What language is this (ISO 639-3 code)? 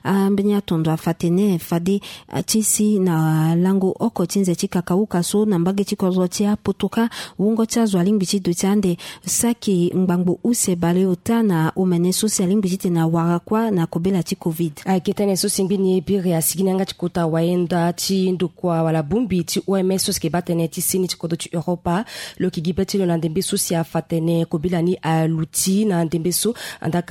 sag